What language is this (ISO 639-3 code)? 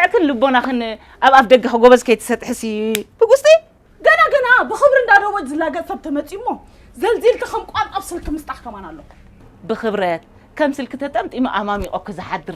tir